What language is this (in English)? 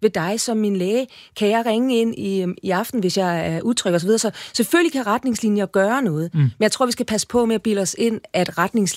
Danish